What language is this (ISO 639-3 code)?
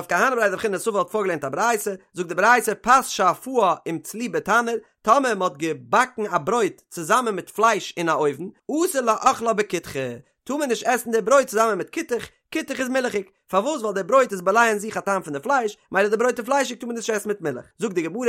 yid